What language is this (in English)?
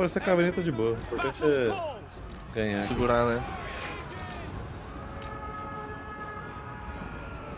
Portuguese